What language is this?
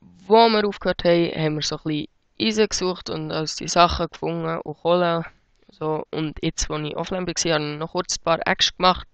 Swiss German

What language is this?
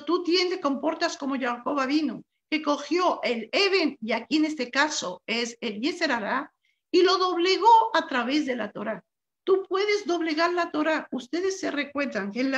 Spanish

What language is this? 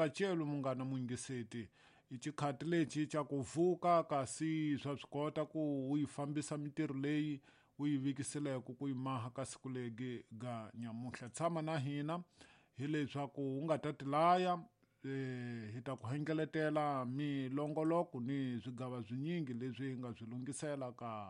Tsonga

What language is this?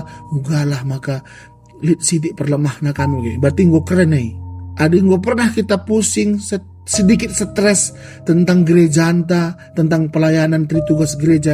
Batak Karo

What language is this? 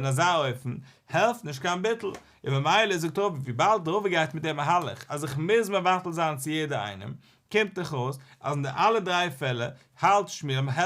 Yiddish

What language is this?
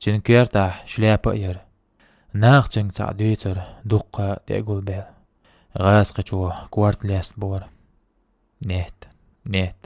Chechen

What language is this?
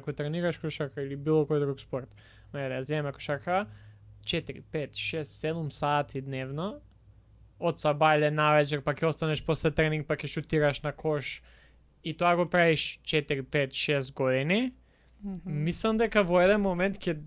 Macedonian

